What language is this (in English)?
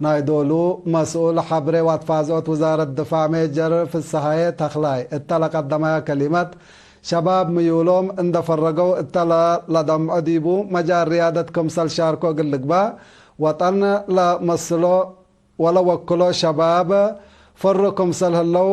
Tigre